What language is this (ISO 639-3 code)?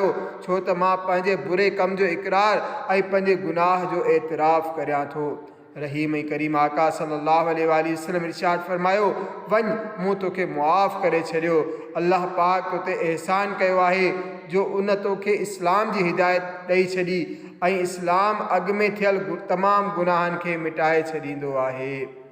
snd